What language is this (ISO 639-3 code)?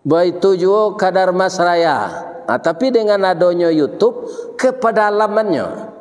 min